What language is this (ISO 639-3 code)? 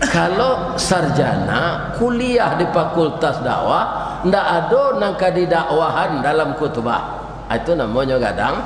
min